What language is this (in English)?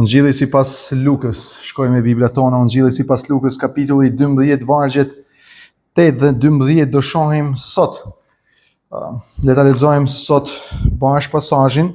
Albanian